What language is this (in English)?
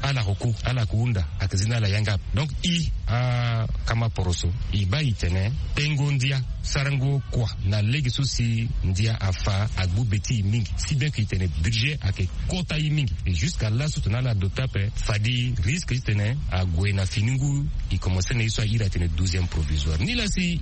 Sango